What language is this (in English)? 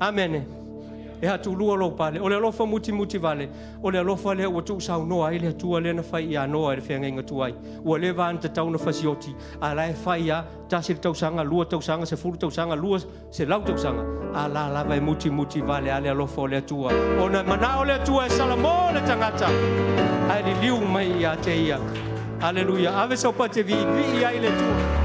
Samoan